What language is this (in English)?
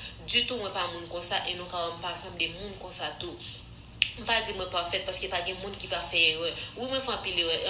Haitian Creole